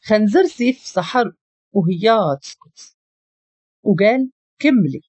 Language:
Moroccan Arabic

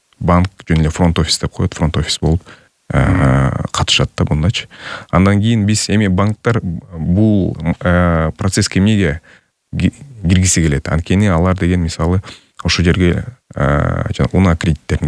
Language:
Kyrgyz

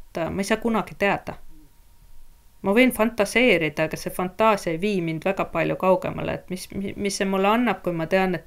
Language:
Estonian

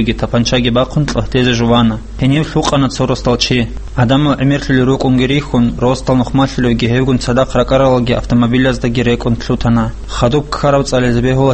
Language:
Avaric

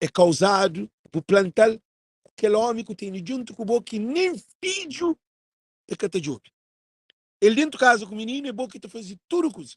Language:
Kabuverdianu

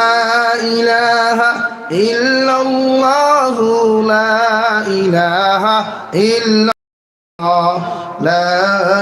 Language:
Sylheti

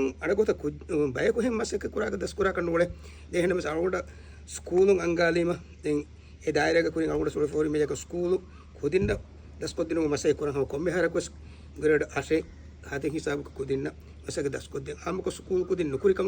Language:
Divehi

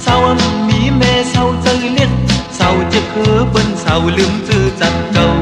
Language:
Shan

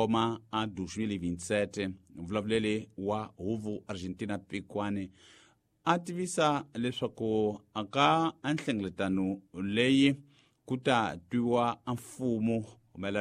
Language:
Tsonga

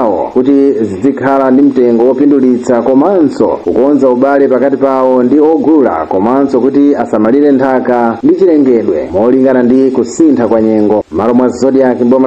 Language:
Nyanja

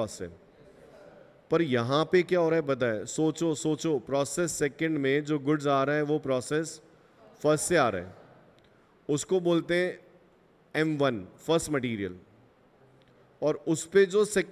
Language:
Hindi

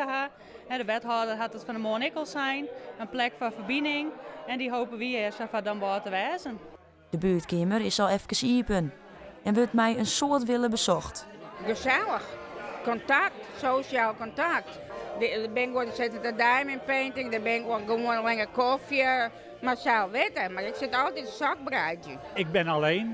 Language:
Western Frisian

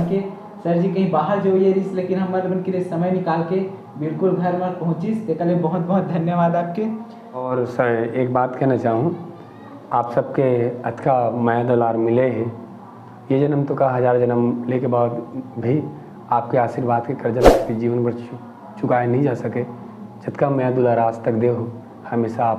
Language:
Chhattisgarhi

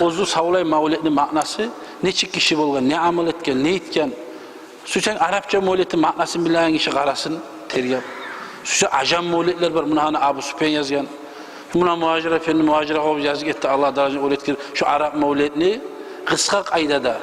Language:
Kumyk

